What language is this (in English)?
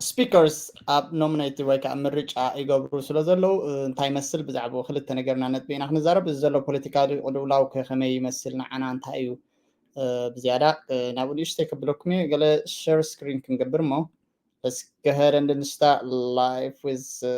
Tigrinya